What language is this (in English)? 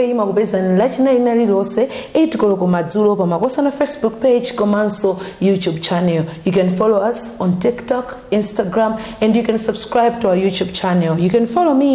Nyanja